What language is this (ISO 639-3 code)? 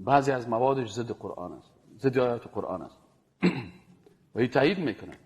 fas